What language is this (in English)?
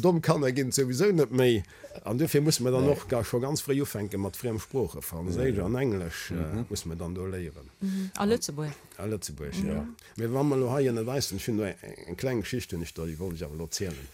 Luxembourgish